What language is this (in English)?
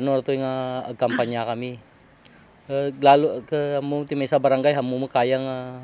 Iloko